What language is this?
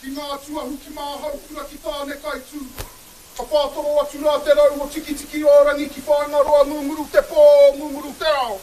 Māori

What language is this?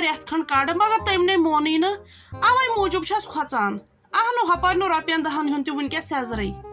Kashmiri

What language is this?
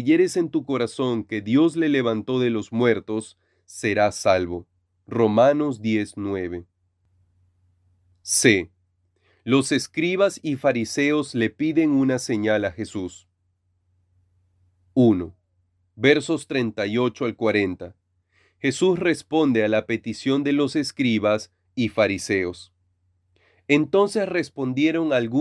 Spanish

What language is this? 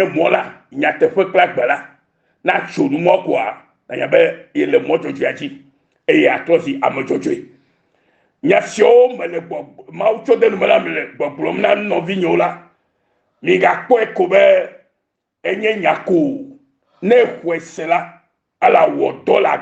Ewe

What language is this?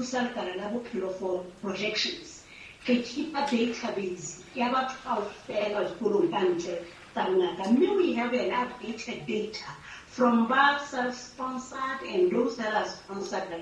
Southern Sotho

